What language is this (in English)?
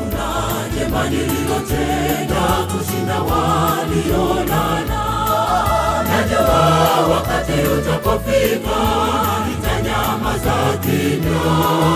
Swahili